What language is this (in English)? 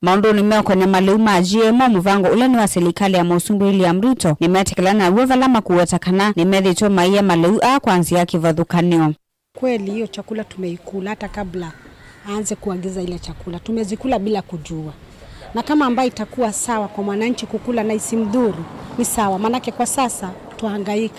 Kamba